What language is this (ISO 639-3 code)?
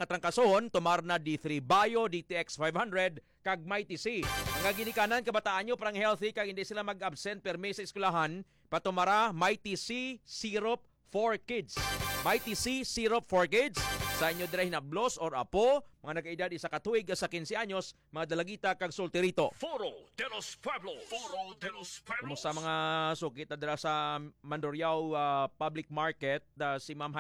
hil